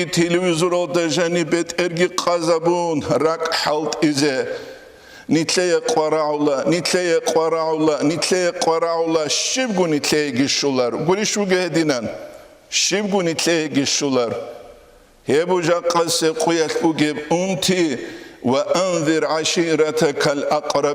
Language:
Avaric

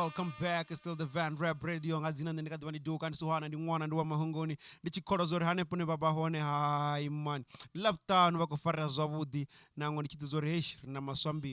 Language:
Venda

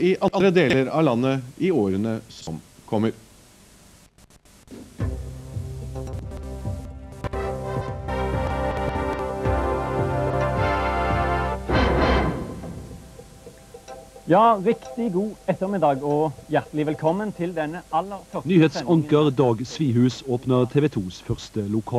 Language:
Norwegian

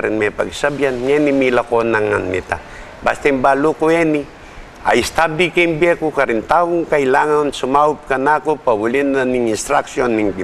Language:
Pampanga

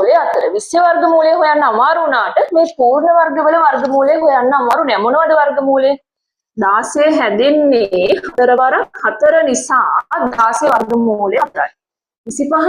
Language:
Sinhala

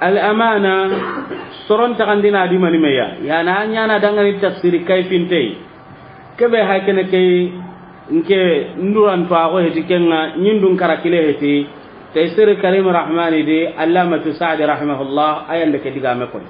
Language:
Soninke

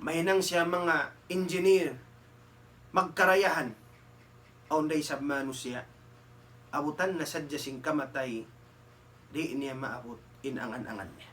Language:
Tausug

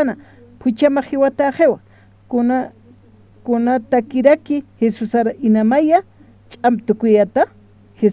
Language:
Aymara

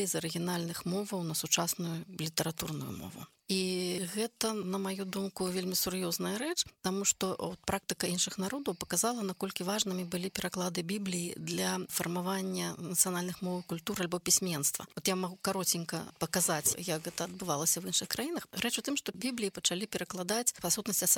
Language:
Belarusian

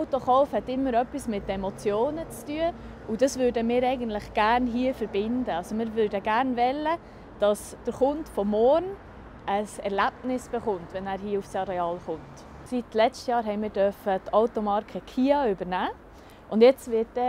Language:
Swiss German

